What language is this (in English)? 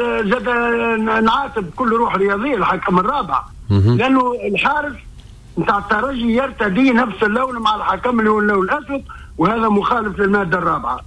Tunisian Arabic